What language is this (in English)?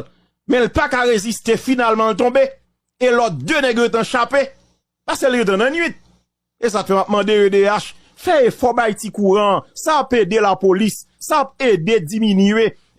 Haitian Creole